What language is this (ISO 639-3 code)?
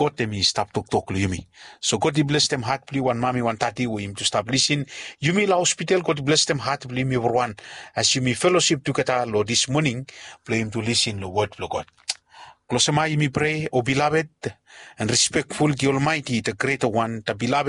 bis